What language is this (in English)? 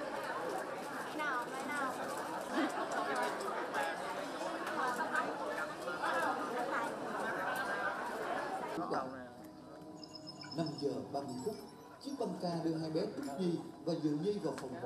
Vietnamese